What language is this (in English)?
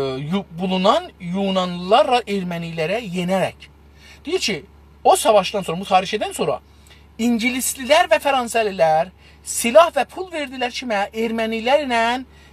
South Azerbaijani